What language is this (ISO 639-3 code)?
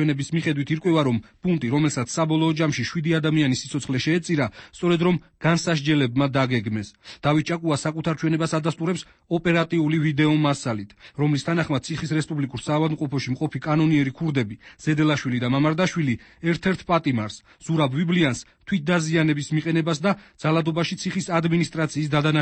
kat